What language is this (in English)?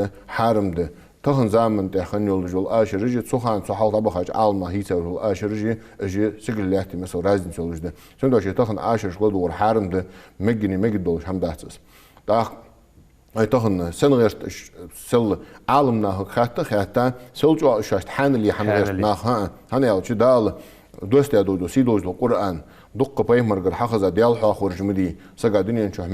Ingush